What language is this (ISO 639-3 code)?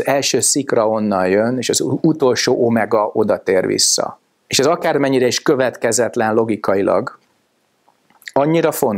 hun